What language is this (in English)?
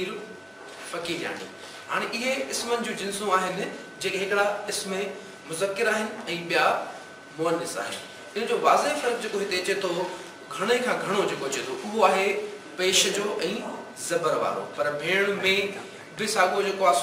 Sindhi